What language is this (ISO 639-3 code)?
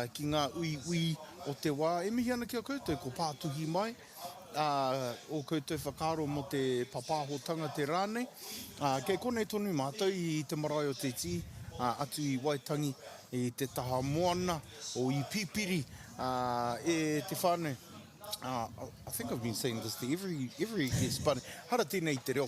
mri